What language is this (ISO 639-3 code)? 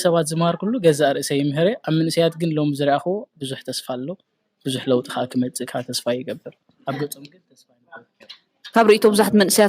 tir